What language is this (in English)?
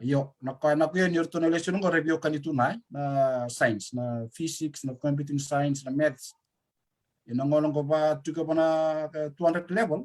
Fijian